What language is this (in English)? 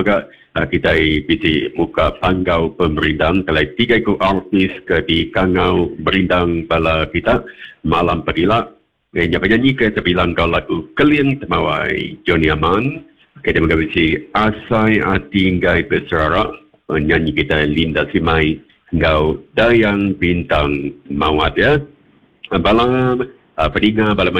Iban